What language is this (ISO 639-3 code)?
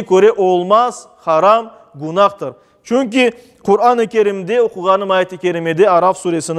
crh